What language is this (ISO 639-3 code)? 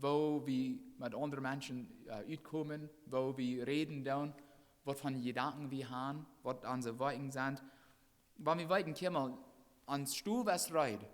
pdt